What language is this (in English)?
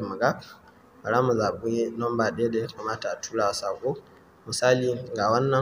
Hausa